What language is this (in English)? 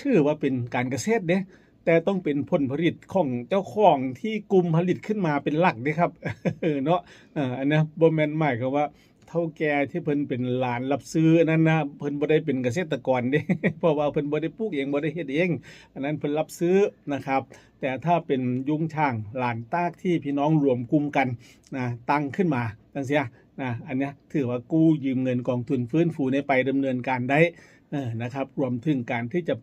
Northeastern Thai